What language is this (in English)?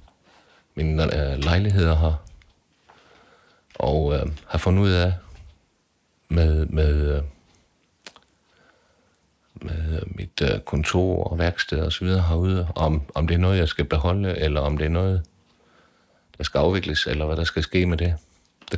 Danish